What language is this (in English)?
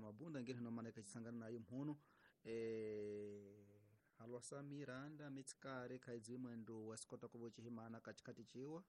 Tsonga